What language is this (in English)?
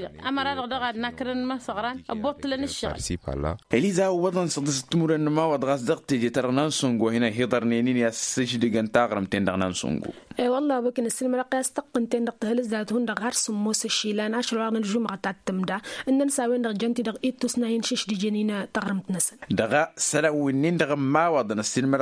Tamasheq